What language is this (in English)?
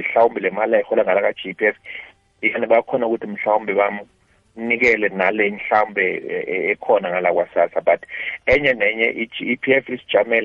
South Ndebele